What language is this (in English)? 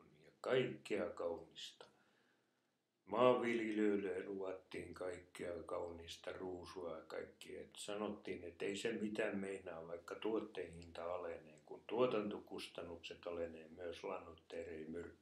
Finnish